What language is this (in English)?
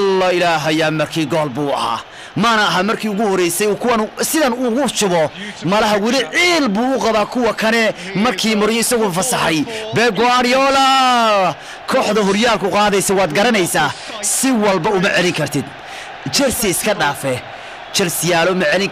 Somali